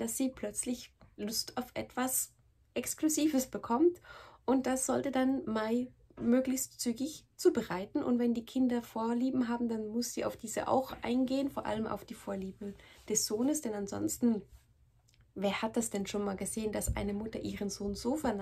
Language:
German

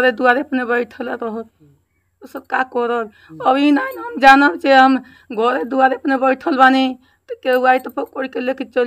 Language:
Bhojpuri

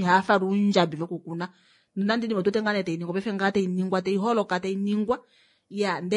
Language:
Kuanyama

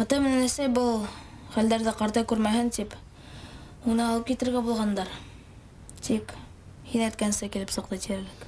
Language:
Bashkir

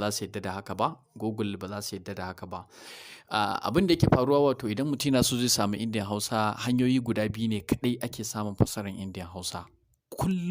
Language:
Hausa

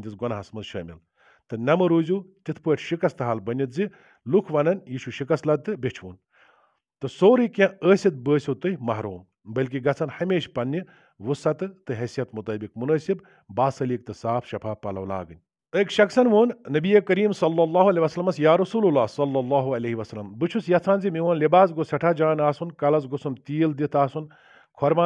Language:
Kashmiri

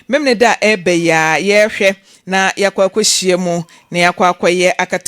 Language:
Akan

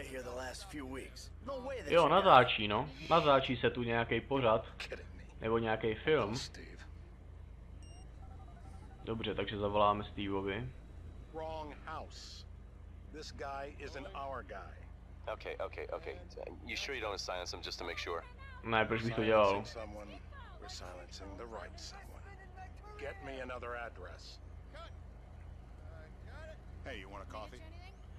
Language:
Czech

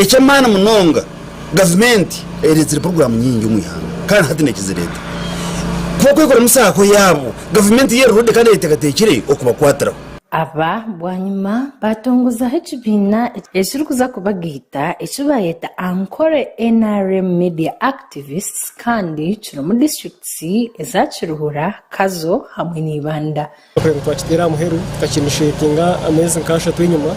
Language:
Nyankole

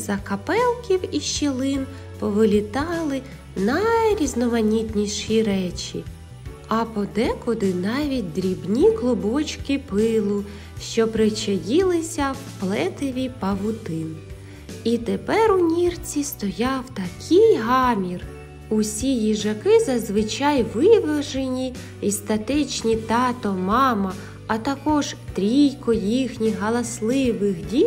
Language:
Ukrainian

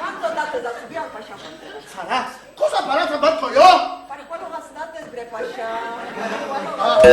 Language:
Ladino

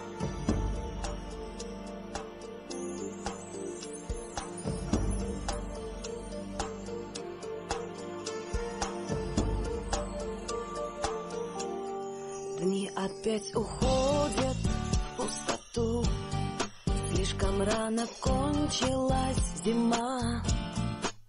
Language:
Russian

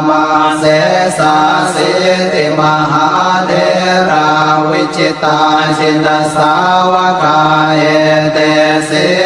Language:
Pali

